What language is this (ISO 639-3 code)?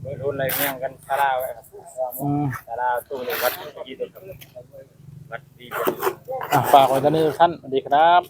tts